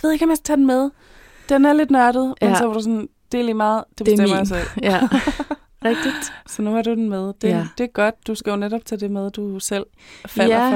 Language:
Danish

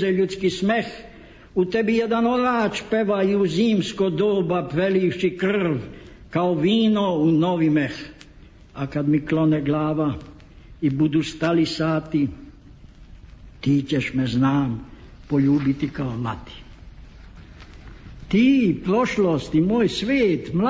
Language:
Serbian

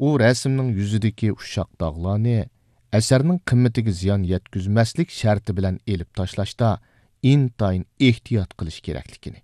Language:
Uyghur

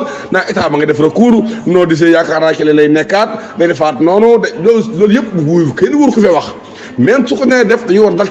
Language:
Wolof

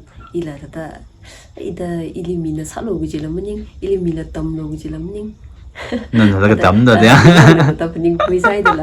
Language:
Tangkhul Naga (India)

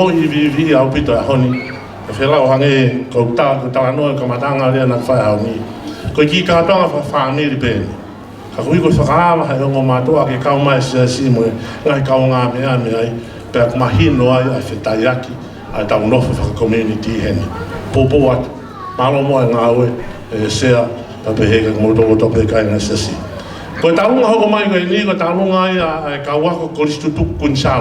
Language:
Tongan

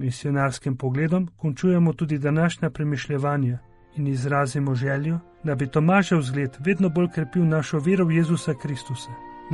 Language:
Slovenian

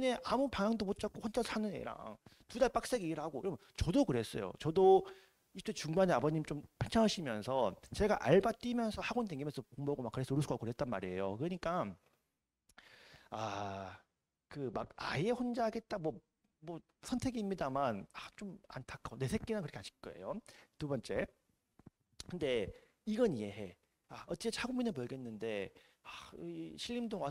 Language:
Korean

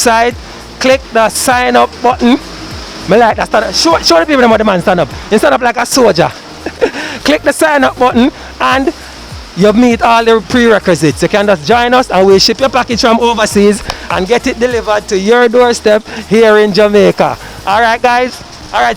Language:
Jamaican Creole English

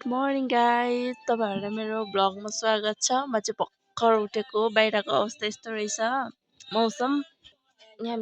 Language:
Nepali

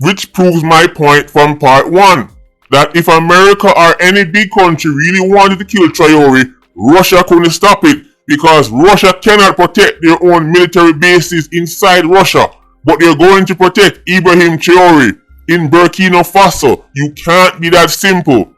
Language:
Jamaican Creole English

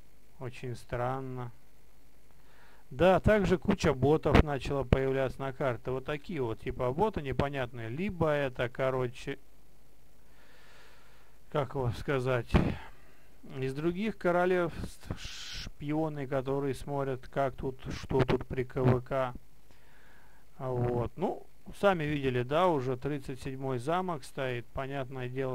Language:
Russian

